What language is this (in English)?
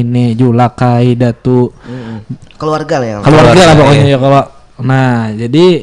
Banjar